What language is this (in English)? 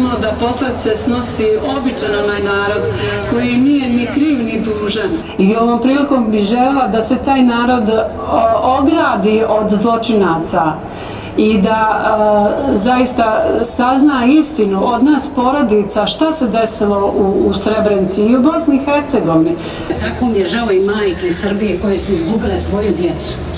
Bosnian